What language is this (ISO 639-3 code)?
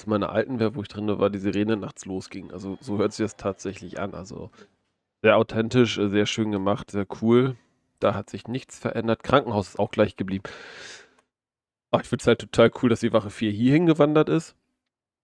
deu